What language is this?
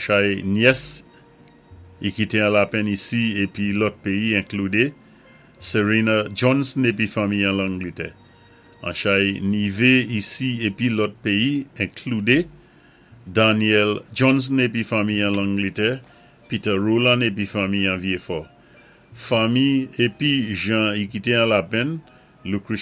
Saint Lucian Creole French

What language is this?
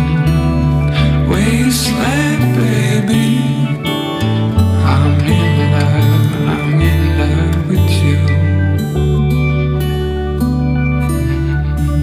English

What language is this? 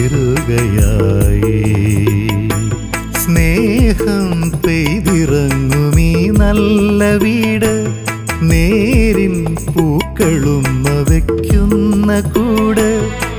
Malayalam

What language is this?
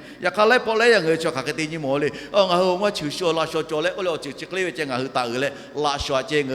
Lahu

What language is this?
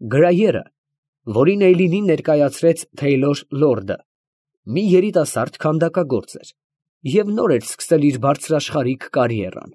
Armenian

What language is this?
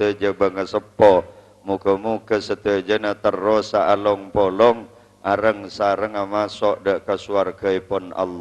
Madurese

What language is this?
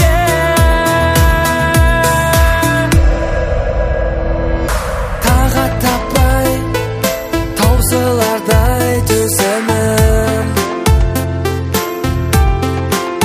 Kazakh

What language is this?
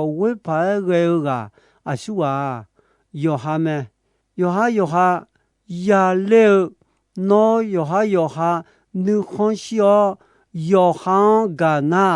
Akha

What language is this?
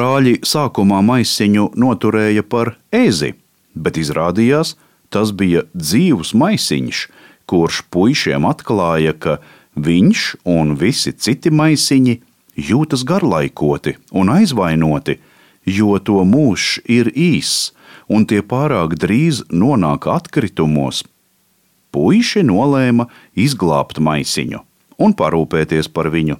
Latvian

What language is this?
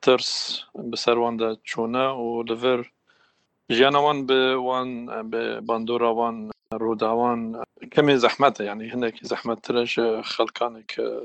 Kurdish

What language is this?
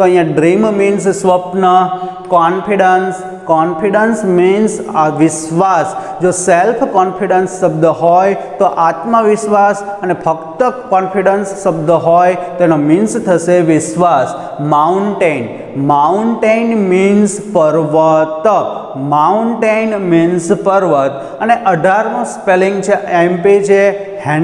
Gujarati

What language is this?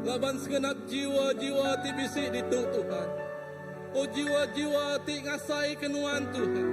Iban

